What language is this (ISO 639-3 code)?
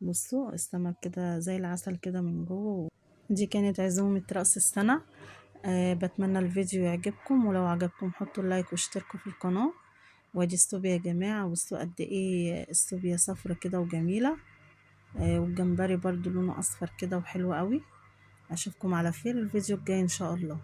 arz